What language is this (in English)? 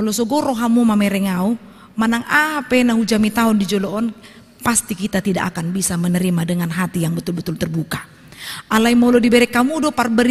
Batak Toba